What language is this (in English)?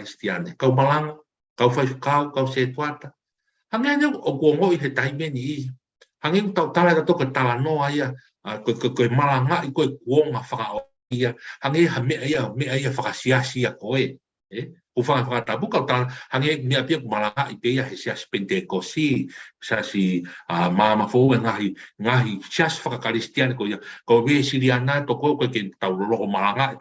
Tongan